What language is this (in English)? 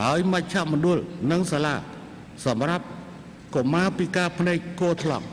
Khmer